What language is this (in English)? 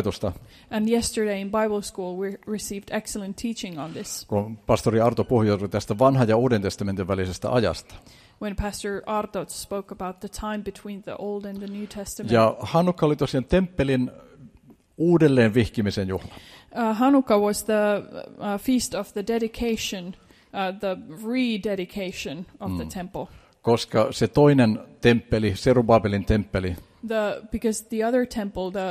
Finnish